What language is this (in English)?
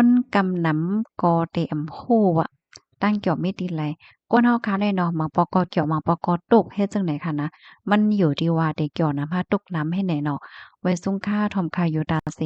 Shan